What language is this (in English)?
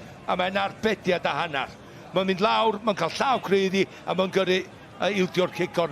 Welsh